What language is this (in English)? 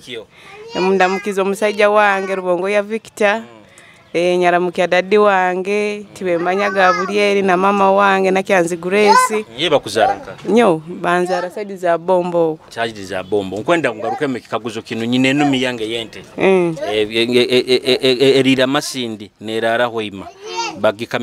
Nyoro